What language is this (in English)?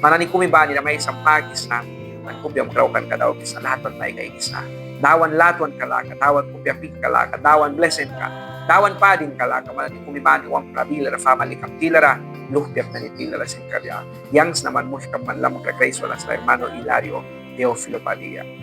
Mískito